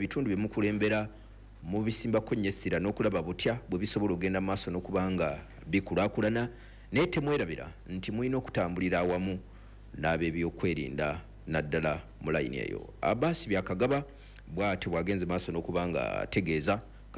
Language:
Ganda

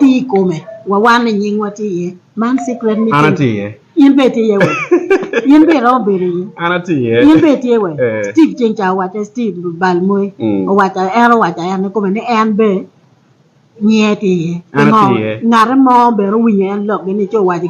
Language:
Acoli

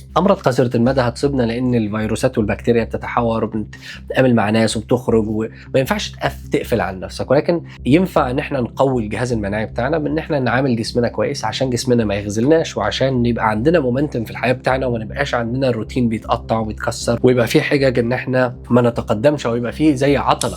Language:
Egyptian Arabic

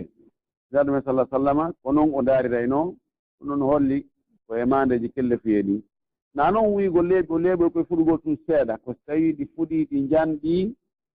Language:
Pular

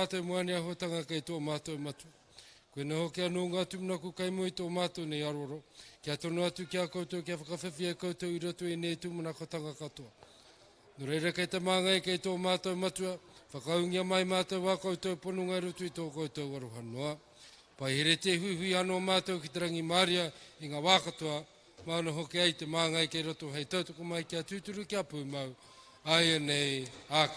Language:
Māori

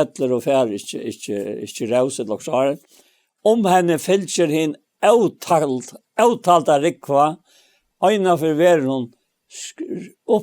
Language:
Faroese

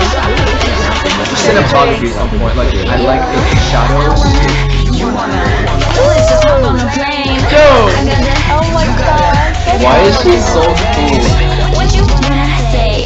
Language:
English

